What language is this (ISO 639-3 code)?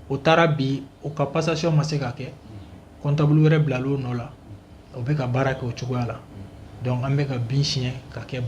bam